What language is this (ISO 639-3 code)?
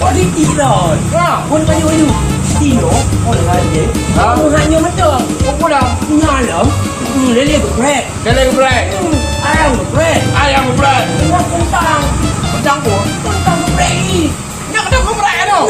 ace